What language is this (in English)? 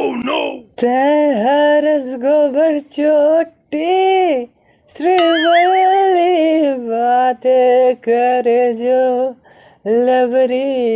Chhattisgarhi